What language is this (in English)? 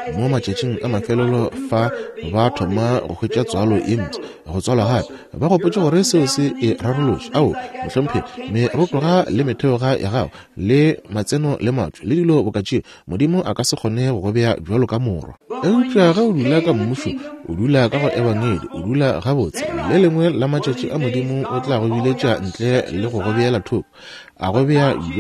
Northern Sotho